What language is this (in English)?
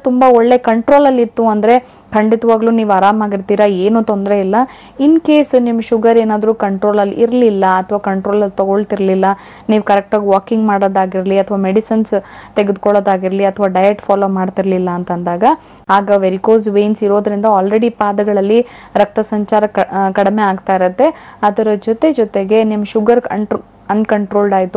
Kannada